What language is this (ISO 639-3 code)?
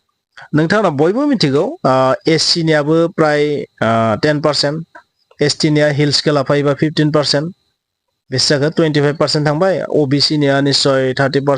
brx